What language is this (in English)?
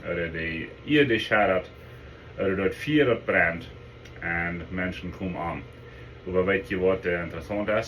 Plautdietsch